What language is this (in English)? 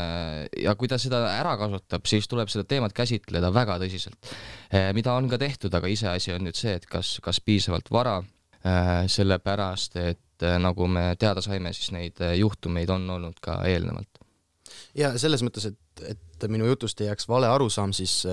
Estonian